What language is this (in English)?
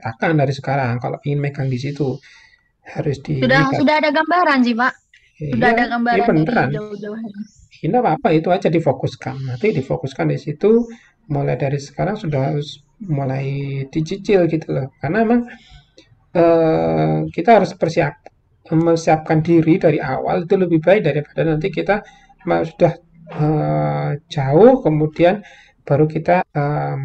Indonesian